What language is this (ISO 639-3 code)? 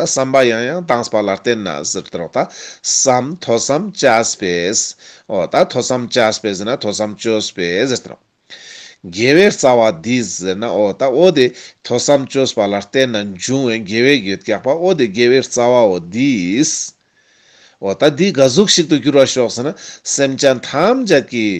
lbj